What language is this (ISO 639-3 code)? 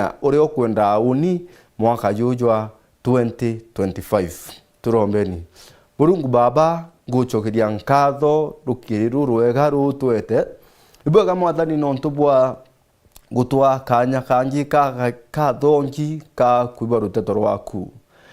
mer